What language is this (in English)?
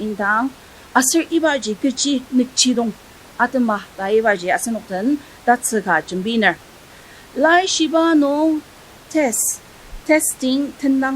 Ao Naga